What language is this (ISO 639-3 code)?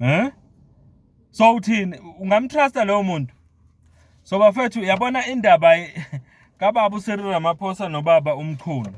zul